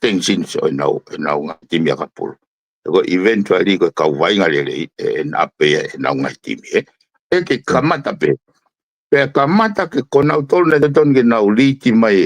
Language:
Tongan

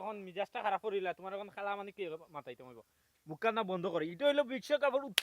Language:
Sylheti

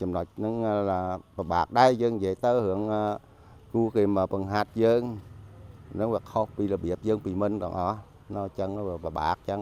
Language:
Khmer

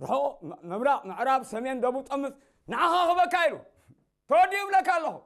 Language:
Tigrinya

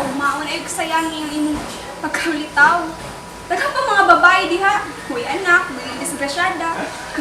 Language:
Cebuano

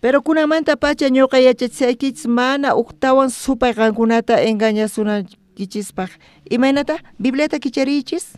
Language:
South Bolivian Quechua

